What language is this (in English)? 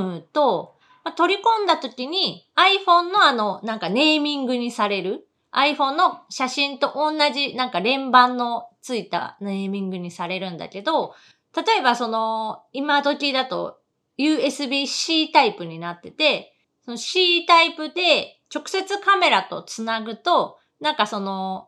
Japanese